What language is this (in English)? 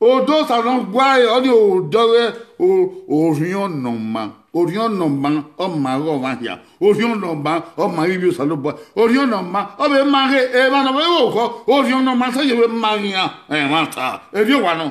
Bini